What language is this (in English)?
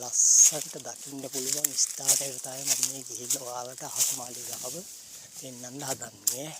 Sinhala